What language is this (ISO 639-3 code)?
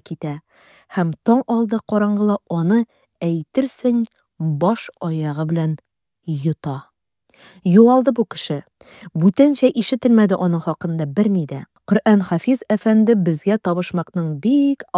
tat